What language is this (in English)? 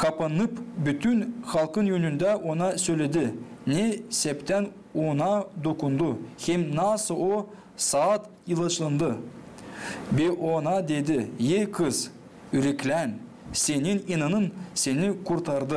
Gagauz